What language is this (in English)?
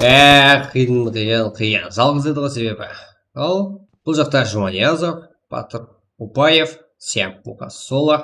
Kara-Kalpak